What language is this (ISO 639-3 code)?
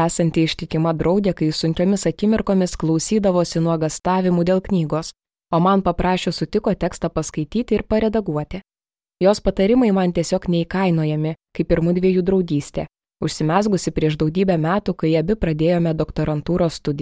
lit